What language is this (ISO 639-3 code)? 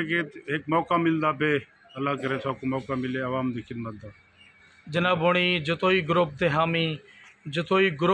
skr